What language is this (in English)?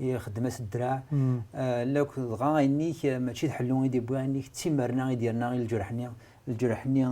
Kabyle